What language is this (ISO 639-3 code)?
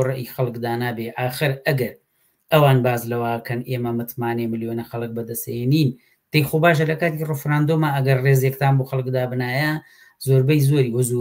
ckb